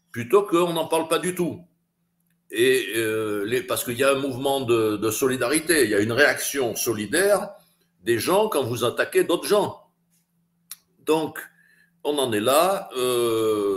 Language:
French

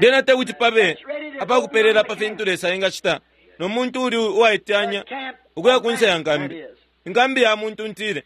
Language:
Bemba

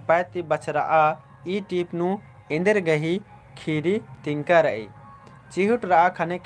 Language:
Kurukh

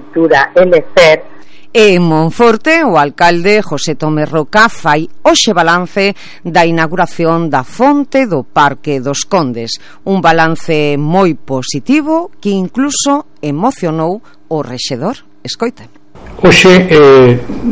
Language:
Galician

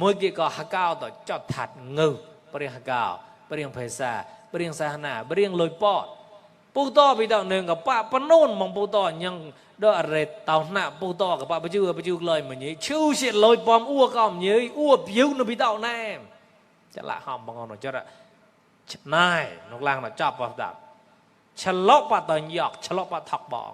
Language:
Mon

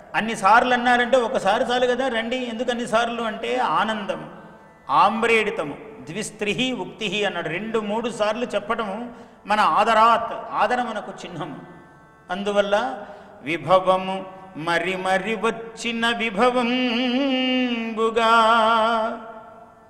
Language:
Telugu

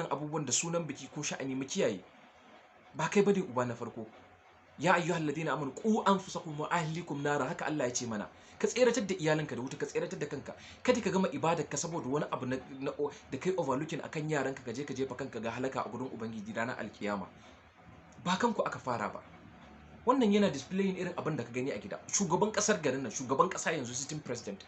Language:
Hausa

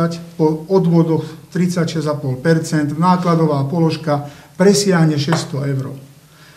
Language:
Slovak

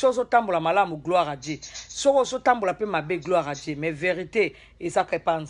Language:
Lingala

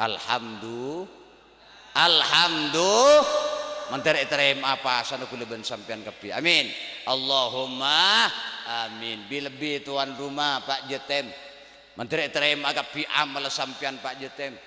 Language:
Madurese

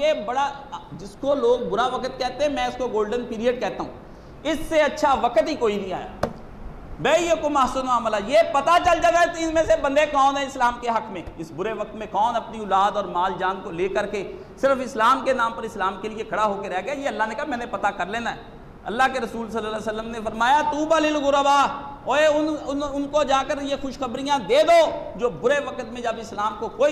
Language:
Urdu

